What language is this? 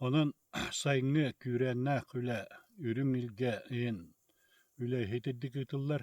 Yakut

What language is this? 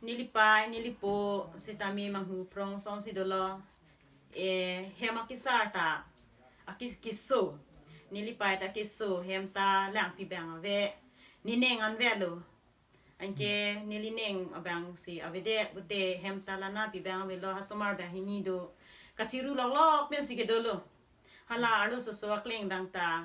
Karbi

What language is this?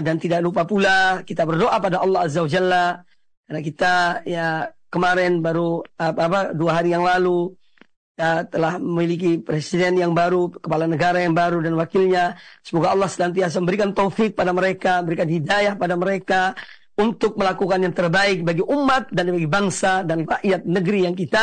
Indonesian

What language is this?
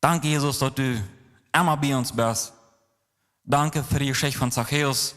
Plautdietsch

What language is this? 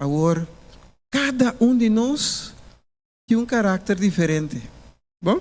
Papiamento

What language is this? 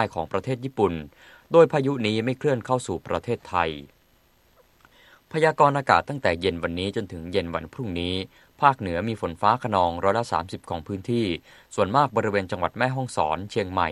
Thai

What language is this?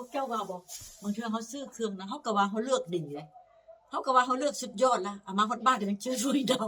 Northeastern Thai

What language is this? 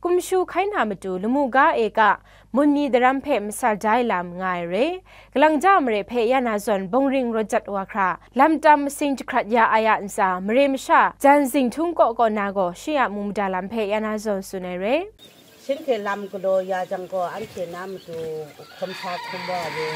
Kachin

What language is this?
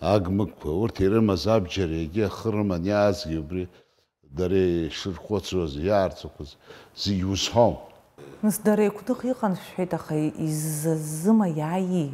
Abkhazian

